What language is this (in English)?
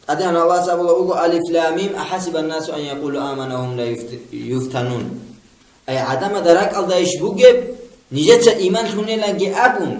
Avaric